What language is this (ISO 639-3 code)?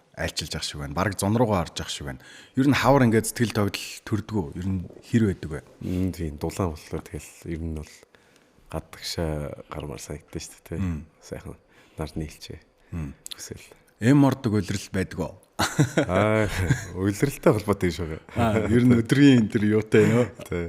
mon